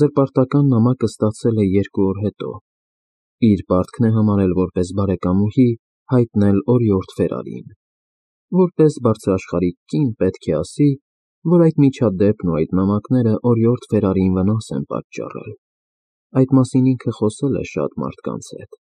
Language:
Armenian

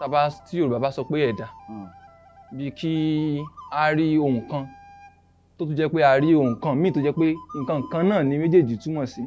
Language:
Yoruba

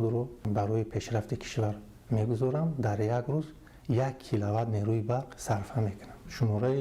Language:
Tajik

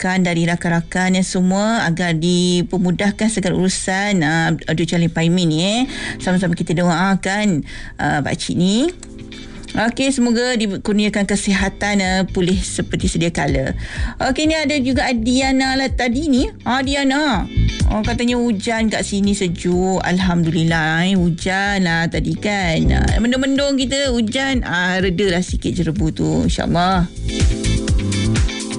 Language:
Malay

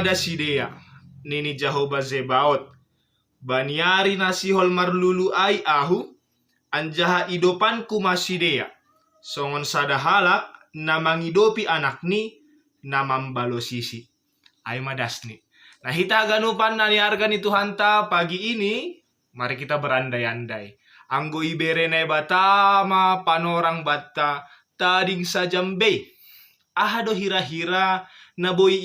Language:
Batak Simalungun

